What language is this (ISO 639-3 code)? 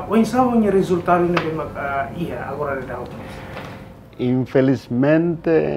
tet